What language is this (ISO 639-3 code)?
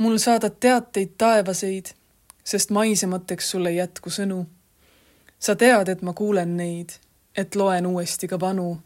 est